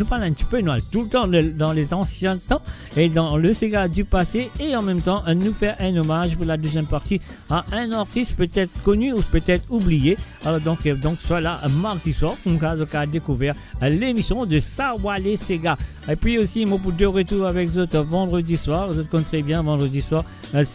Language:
Morisyen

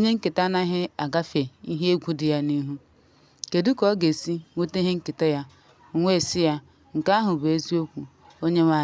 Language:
Igbo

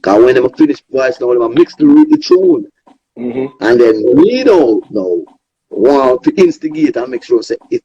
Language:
Jamaican Creole English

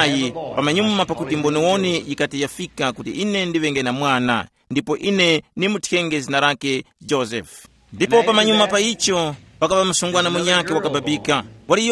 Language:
Tumbuka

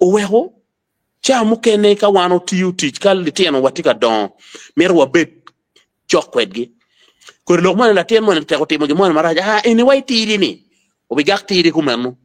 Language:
Acoli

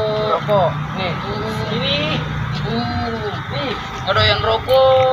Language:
Betawi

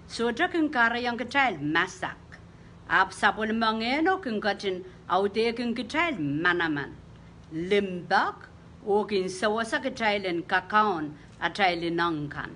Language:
Pohnpeian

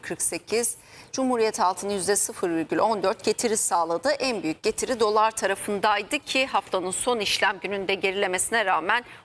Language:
Turkish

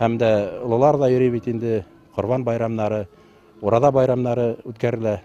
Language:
Bashkir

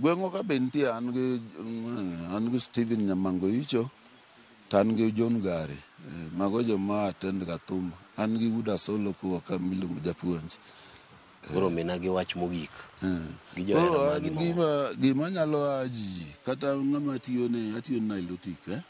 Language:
Luo (Kenya and Tanzania)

